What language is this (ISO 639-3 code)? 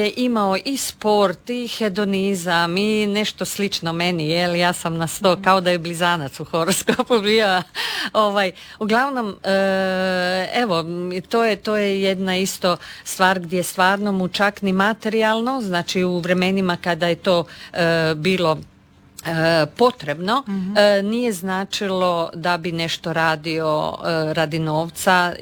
hrv